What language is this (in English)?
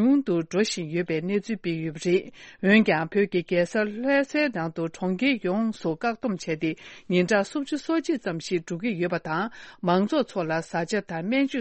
Tibetan